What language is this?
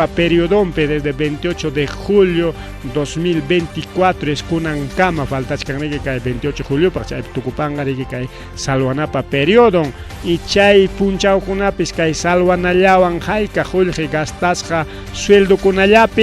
Ayacucho Quechua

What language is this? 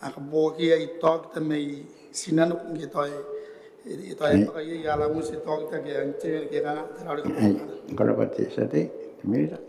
Gilbertese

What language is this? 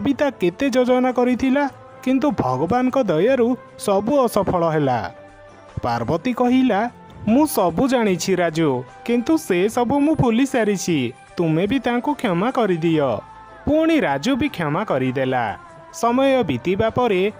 Odia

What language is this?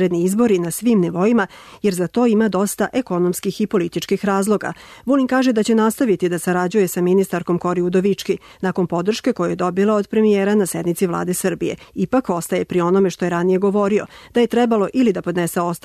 Serbian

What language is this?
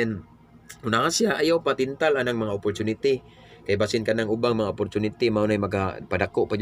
Cebuano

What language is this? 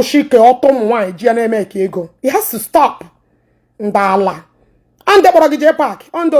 Igbo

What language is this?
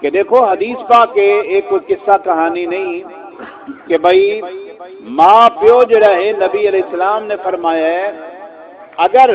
Saraiki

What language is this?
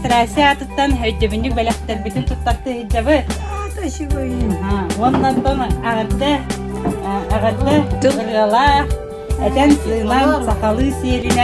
Yakut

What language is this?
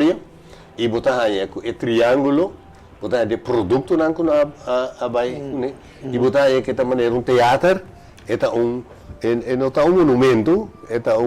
Papiamento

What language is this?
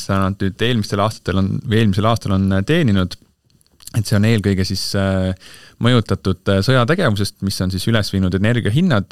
Estonian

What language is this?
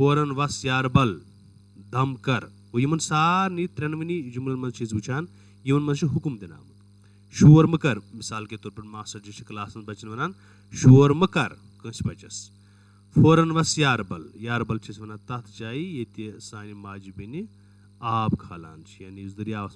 Kashmiri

